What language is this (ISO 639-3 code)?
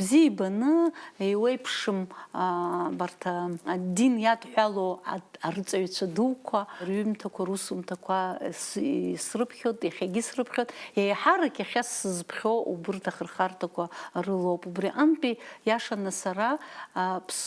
abk